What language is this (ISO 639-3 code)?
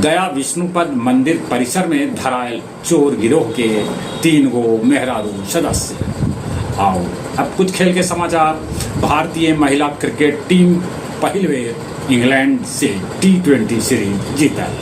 mag